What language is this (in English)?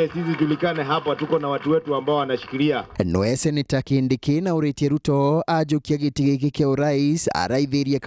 Meru